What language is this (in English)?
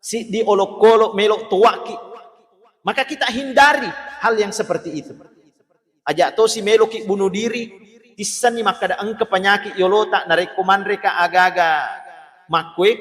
Buginese